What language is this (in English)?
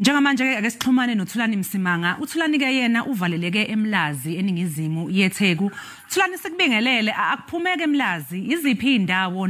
Zulu